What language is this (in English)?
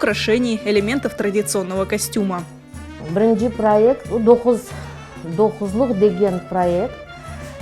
Crimean Tatar